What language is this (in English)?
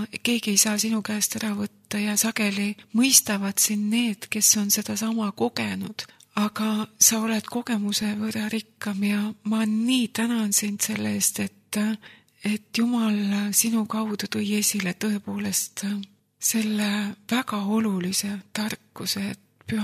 Estonian